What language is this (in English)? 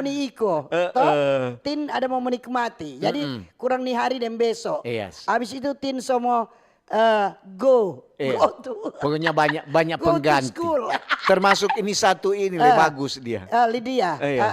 Manado Malay